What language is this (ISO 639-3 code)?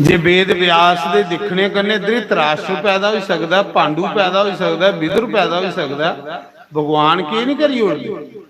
doi